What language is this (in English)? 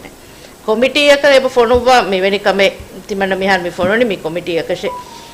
Divehi